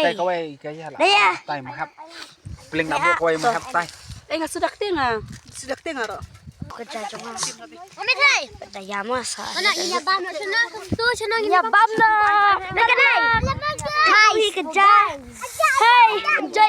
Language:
Khasi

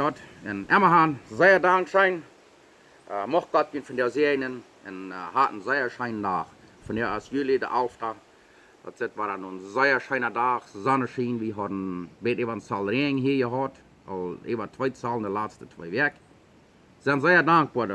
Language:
Plautdietsch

